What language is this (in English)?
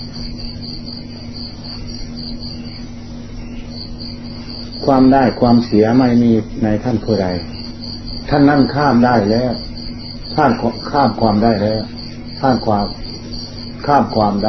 Thai